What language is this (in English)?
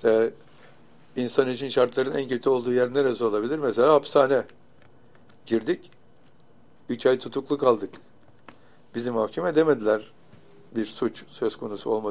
Turkish